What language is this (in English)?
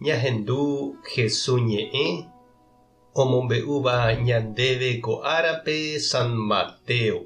Guarani